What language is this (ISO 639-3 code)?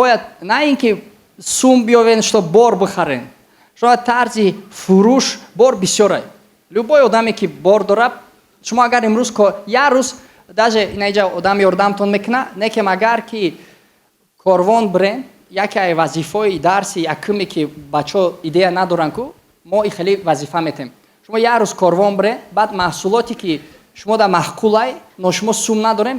tgk